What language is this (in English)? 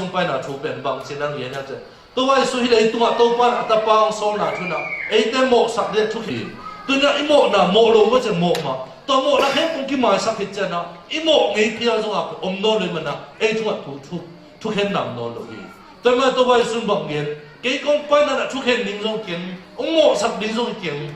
Tedim Chin